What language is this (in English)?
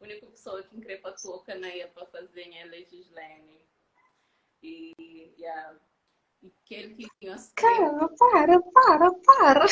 Kabuverdianu